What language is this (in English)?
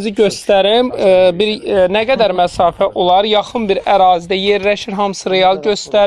Azerbaijani